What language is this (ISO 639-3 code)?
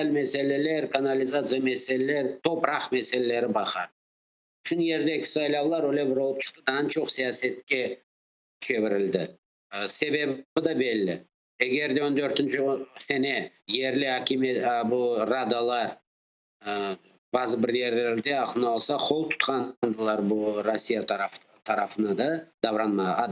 crh